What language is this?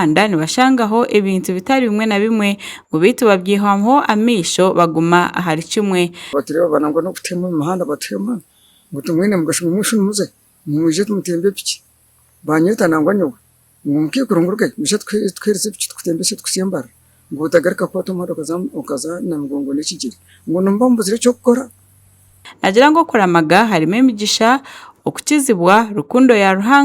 Nyankole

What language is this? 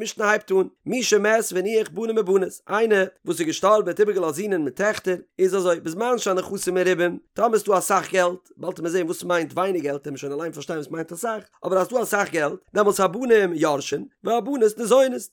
Yiddish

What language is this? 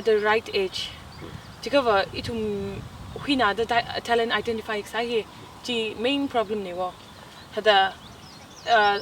Tangkhul Naga (India)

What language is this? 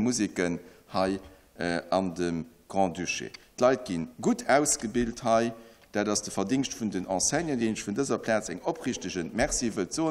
Luxembourgish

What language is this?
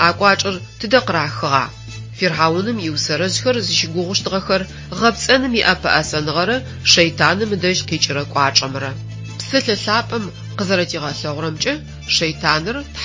Adyghe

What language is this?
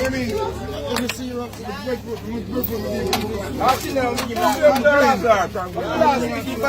Jamaican Creole English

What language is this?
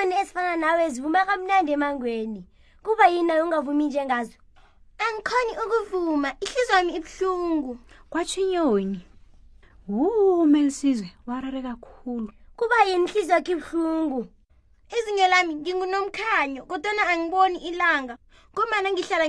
South Ndebele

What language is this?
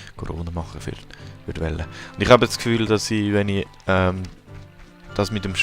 Swiss German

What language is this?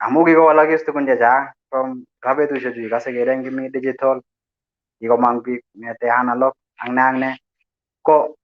Kalenjin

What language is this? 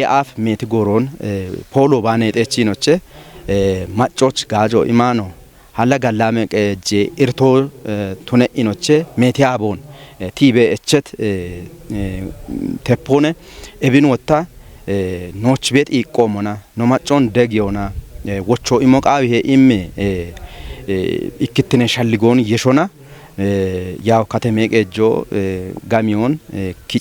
Kafa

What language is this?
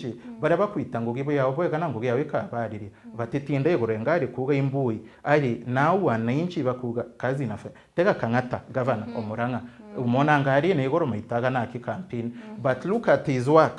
Meru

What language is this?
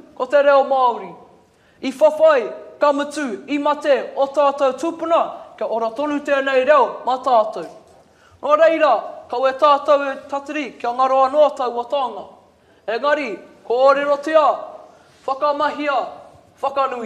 Māori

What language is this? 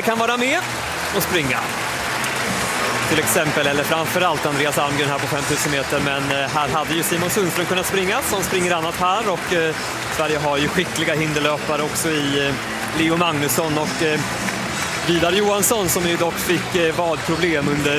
Swedish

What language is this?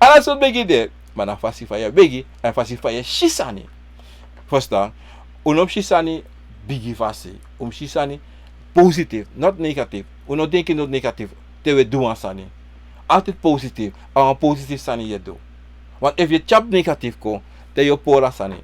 Sranan Tongo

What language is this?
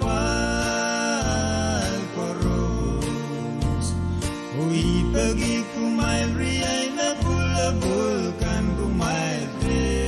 Pohnpeian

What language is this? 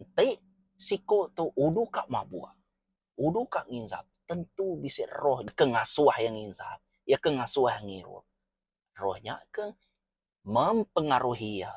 Iban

